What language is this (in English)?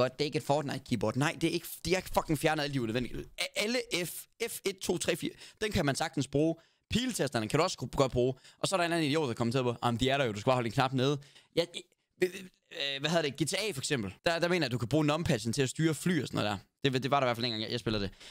Danish